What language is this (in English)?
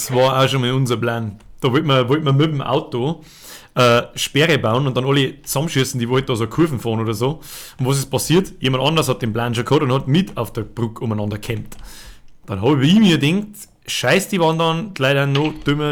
Bavarian